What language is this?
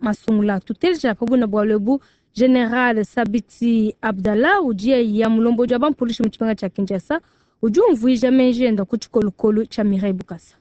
Luba-Lulua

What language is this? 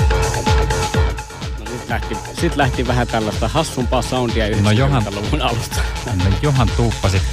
Finnish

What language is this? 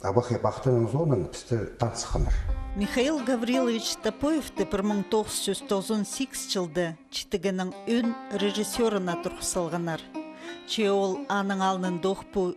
Khakas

